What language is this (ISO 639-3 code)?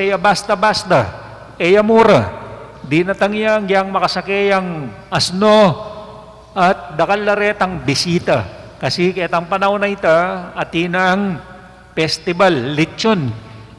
pam